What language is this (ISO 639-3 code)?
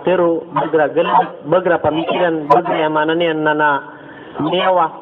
mrw